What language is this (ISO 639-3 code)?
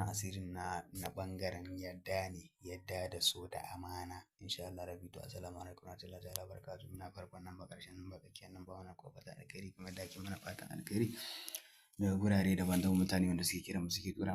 hau